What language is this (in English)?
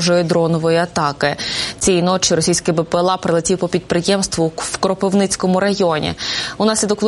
Ukrainian